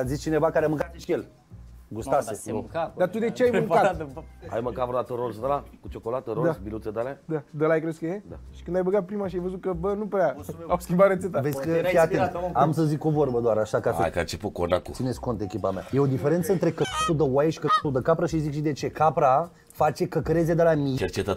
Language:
Romanian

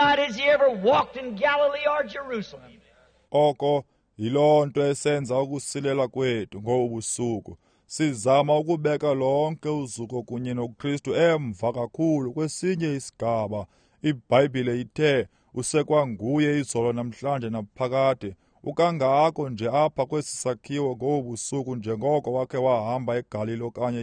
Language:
Xhosa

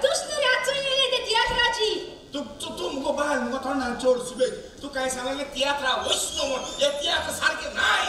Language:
Konkani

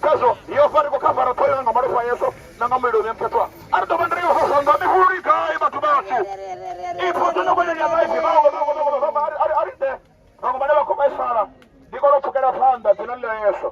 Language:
Venda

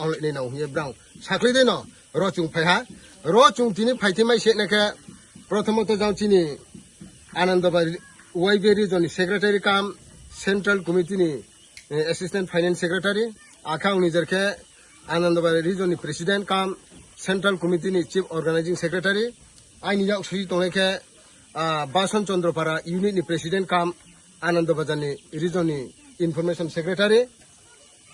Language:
Riang (India)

